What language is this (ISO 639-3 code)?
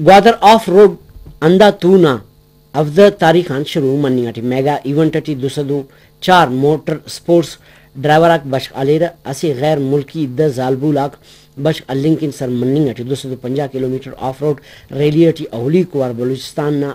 brh